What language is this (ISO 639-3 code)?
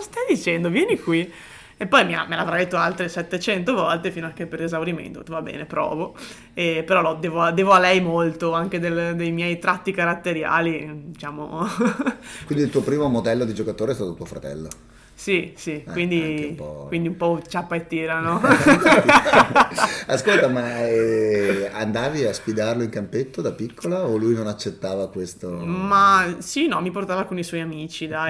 ita